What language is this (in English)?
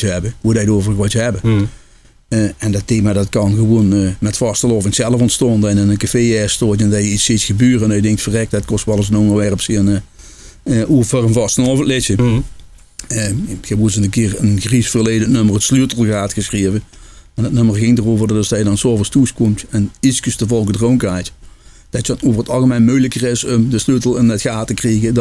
Limburgish